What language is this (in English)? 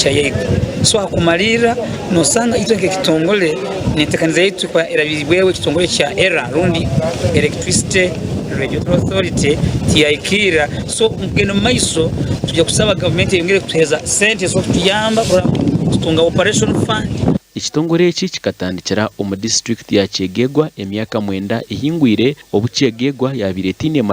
Nyankole